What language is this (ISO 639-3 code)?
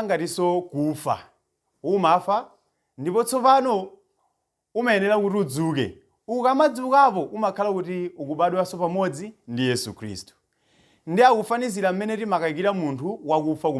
nya